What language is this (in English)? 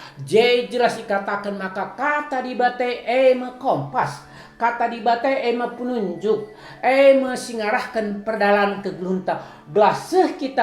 Batak Karo